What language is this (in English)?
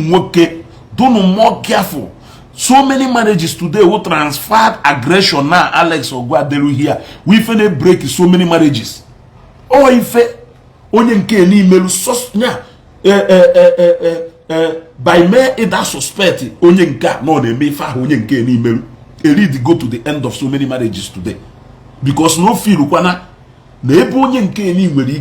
Igbo